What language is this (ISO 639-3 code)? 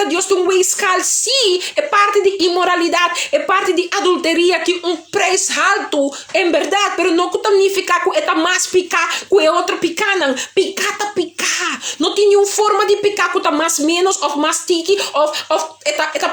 pap